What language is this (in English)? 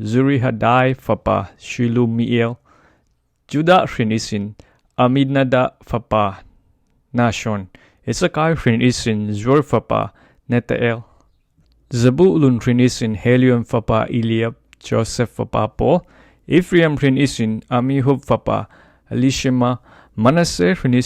Falam Chin